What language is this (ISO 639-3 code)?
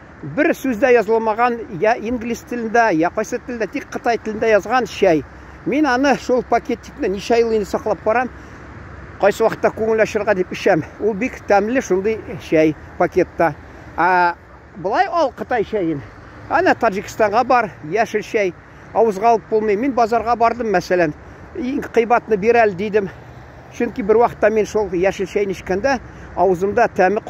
tat